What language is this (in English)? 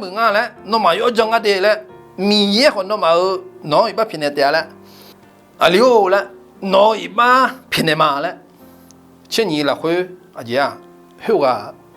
Akha